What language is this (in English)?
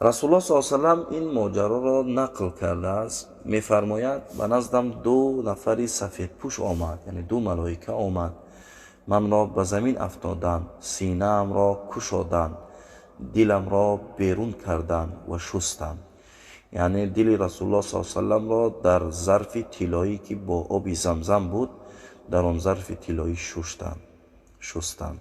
Tajik